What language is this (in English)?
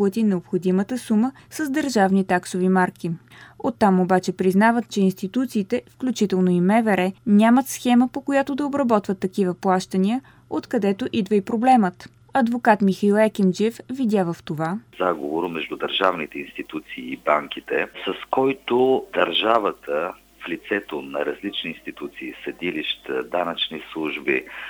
Bulgarian